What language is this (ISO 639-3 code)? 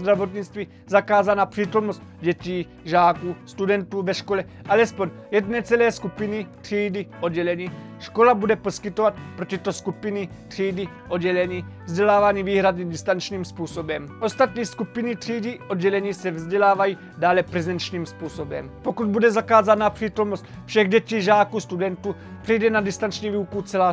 ces